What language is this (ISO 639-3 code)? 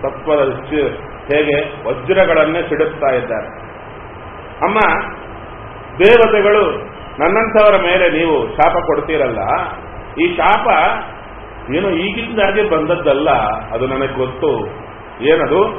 kan